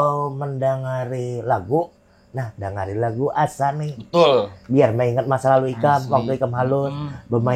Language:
Banjar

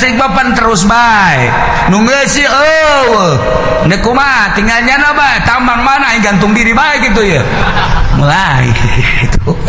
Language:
Sundanese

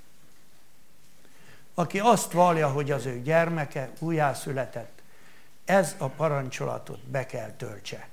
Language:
Hungarian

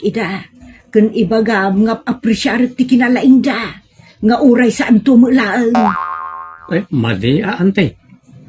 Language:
Iloko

